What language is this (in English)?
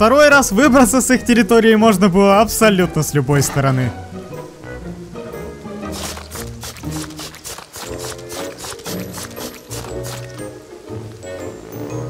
Russian